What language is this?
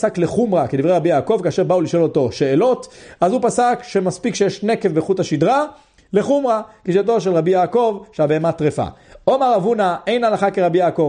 Hebrew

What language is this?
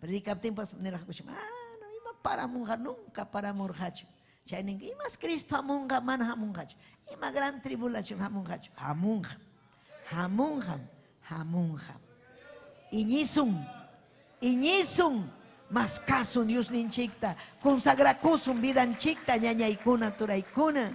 Ayacucho Quechua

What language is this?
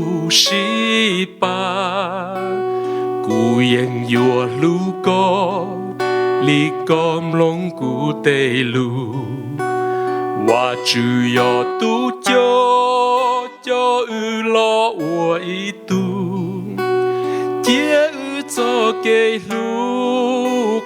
Hmong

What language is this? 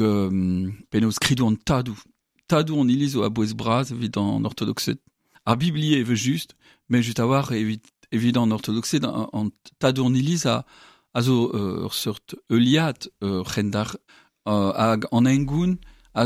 Breton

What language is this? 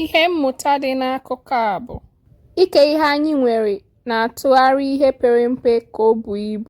Igbo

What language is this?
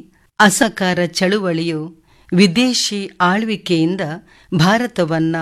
Kannada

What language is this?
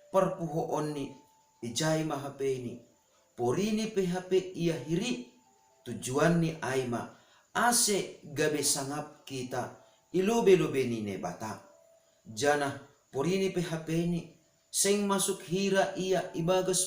Batak Simalungun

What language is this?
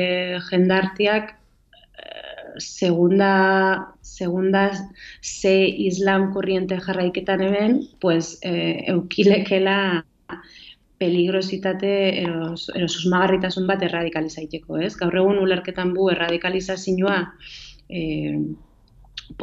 Basque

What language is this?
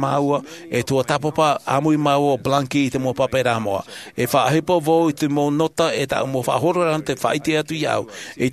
Tahitian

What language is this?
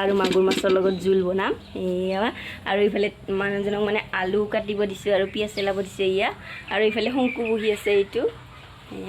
Assamese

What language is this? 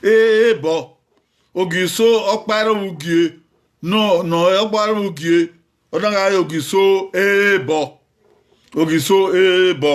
Bini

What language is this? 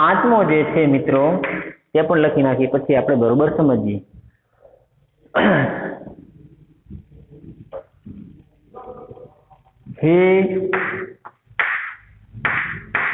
Gujarati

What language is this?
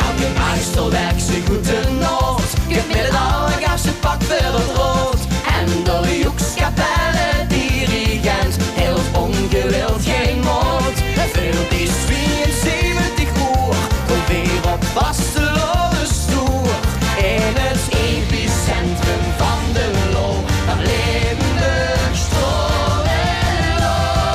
Limburgish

